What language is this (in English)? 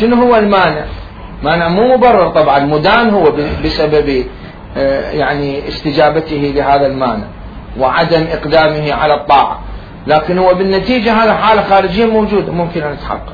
Mesopotamian Arabic